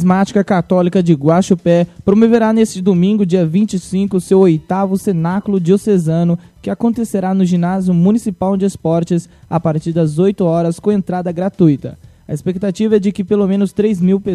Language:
Portuguese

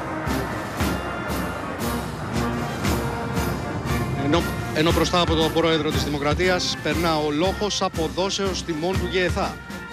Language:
Greek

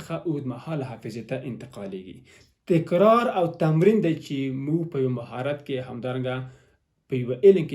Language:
Pashto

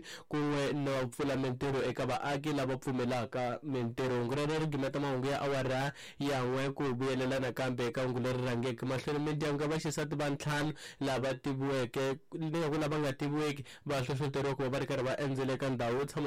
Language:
Tsonga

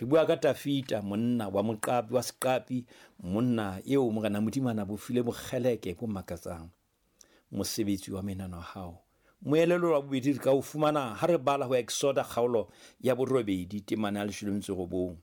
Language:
Southern Sotho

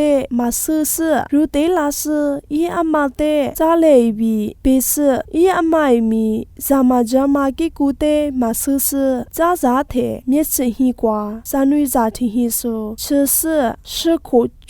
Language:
Lisu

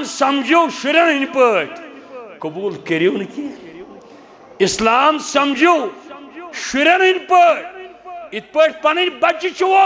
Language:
Kashmiri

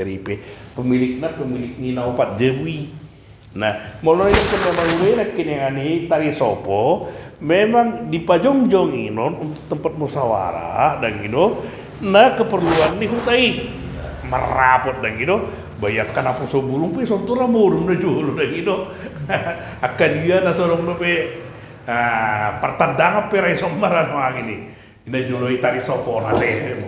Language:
Batak Toba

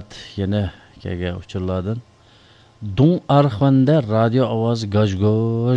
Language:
Uyghur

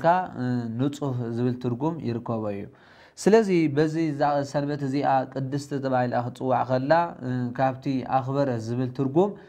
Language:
Tigrinya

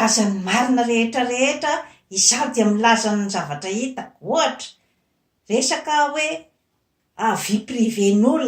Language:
Malagasy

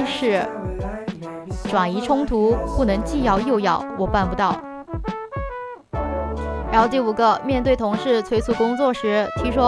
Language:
Chinese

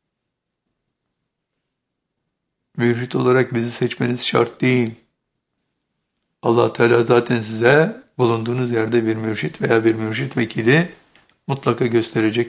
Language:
Turkish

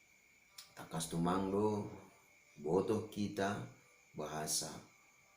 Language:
Batak Simalungun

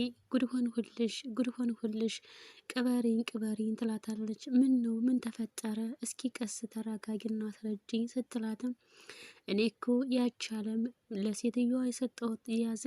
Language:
Amharic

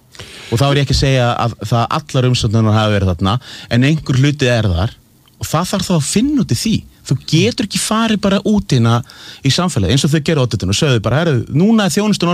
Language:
Icelandic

